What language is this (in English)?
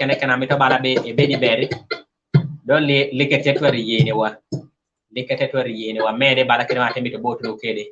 Kumam